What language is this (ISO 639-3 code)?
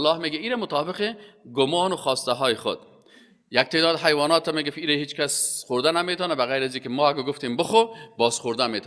fas